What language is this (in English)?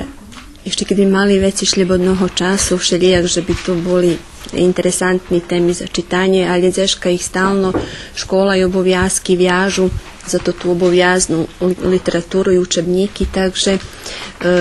Rusyn